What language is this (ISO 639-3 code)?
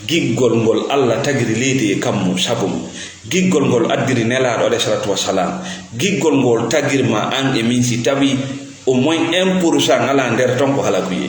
ful